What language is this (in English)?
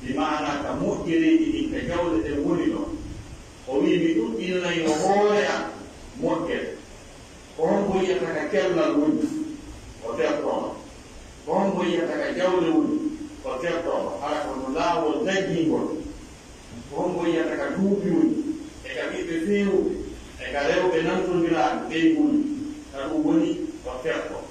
Pular